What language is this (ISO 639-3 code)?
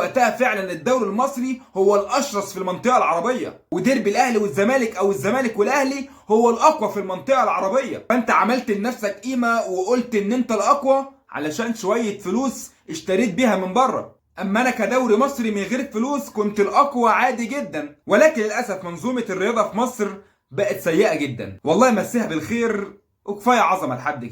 arz